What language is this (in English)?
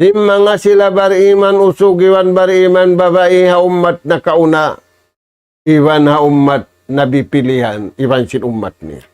Tausug